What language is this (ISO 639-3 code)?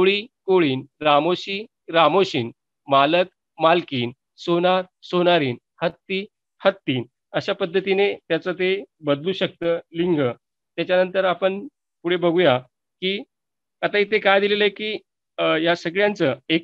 mar